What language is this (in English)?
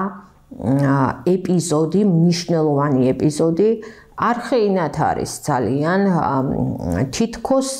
Georgian